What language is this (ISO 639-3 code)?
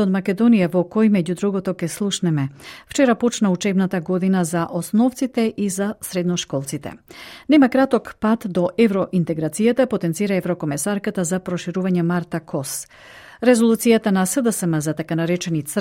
mkd